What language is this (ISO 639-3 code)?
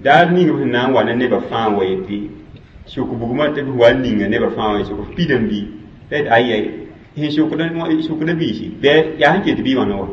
mos